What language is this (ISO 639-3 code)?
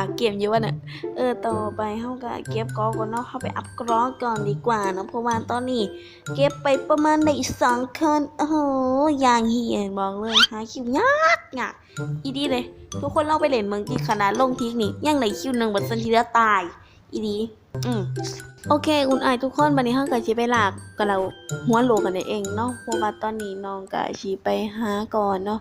lao